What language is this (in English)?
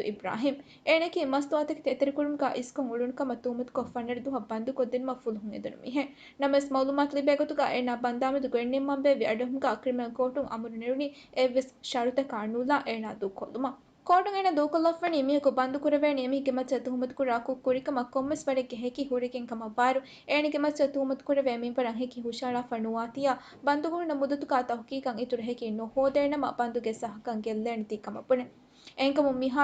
Divehi